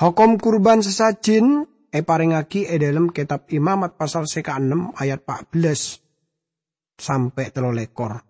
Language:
Madurese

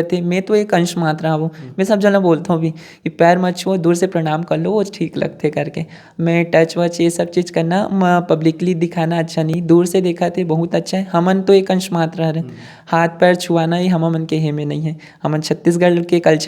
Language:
Chhattisgarhi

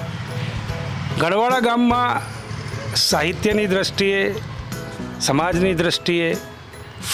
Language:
Gujarati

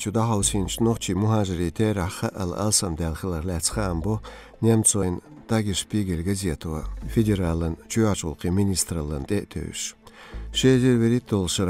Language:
Chechen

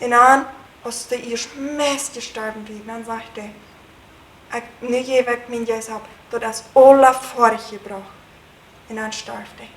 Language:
Plautdietsch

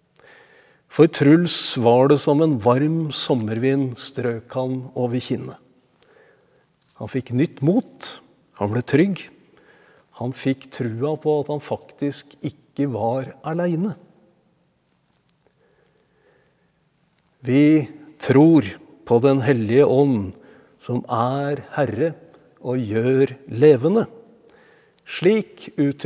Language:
Norwegian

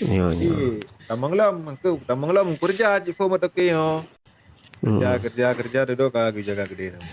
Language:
Achinese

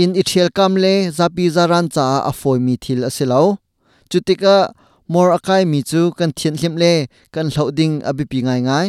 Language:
Hakha Chin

